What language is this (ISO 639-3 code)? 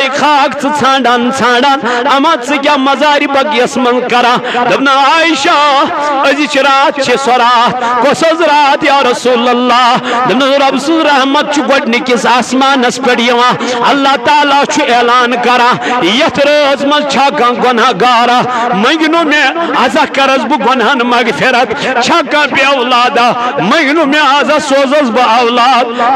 kas